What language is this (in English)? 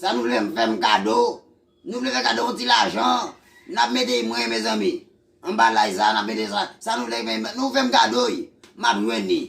Haitian Creole